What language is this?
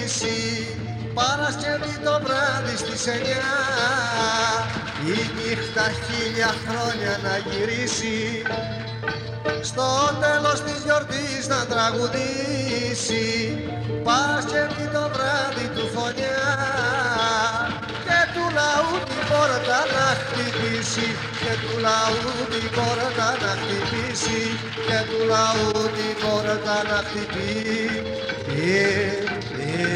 Greek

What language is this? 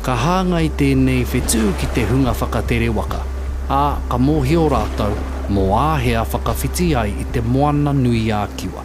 Māori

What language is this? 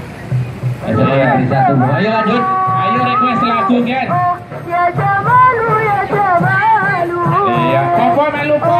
Indonesian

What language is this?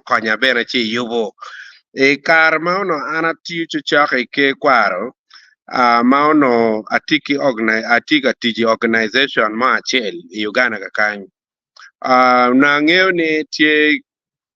Acoli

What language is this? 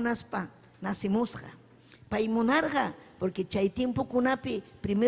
Ayacucho Quechua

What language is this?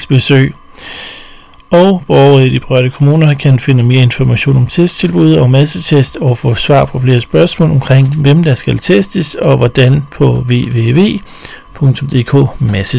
Danish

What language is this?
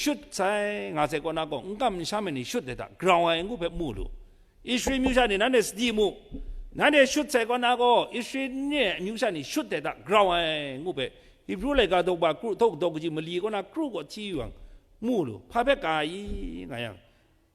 Kachin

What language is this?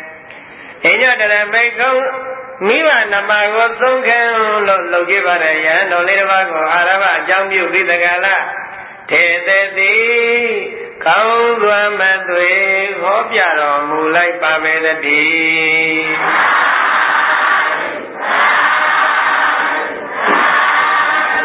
Burmese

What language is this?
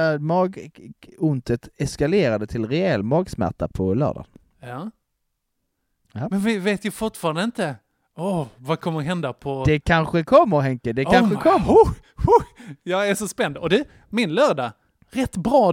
Swedish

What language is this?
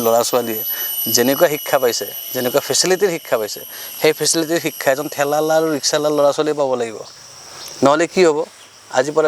Assamese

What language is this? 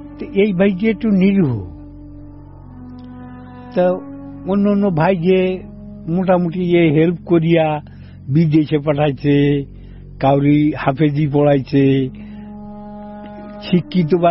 Bangla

